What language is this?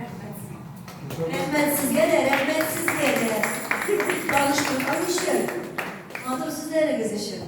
Tatar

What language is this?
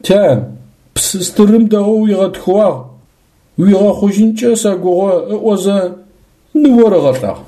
Adyghe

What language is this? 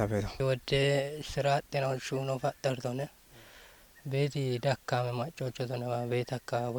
Kafa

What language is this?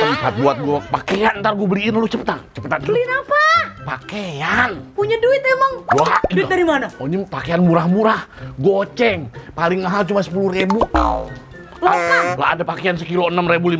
Betawi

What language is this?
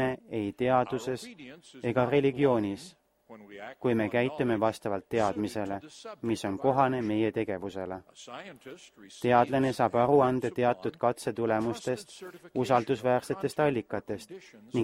Estonian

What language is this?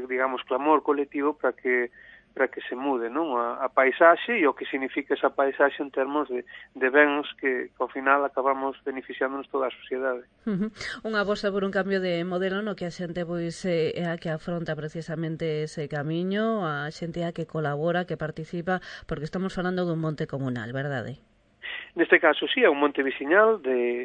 Galician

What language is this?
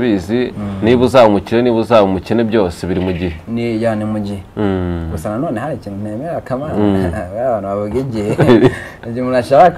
Kinyarwanda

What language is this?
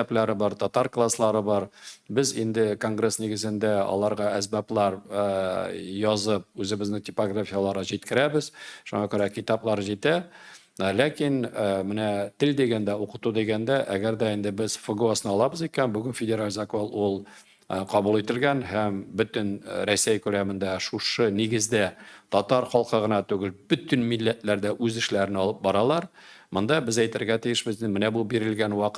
Tatar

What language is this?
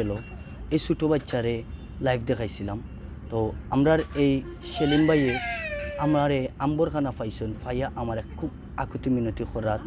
Sylheti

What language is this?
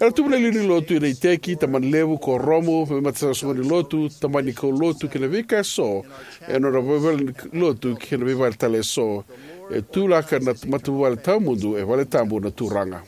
Fijian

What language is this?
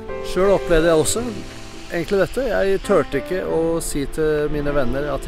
Norwegian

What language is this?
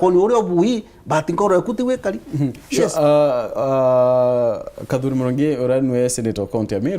Meru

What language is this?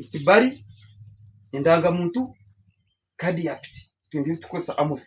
Nyankole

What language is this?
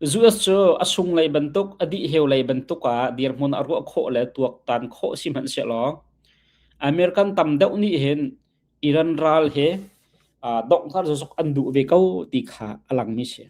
Hakha Chin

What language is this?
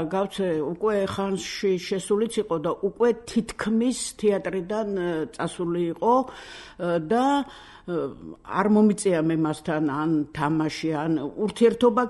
Georgian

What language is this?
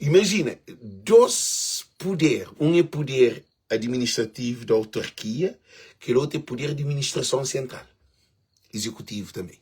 Kabuverdianu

